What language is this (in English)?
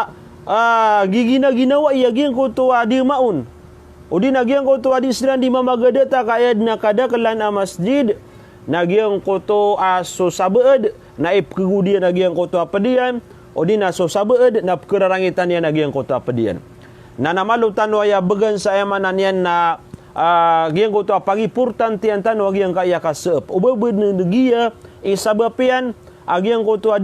Maranao